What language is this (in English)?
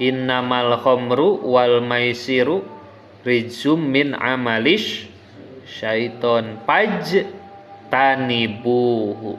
Sundanese